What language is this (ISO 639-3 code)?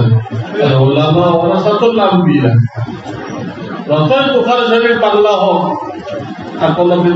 ben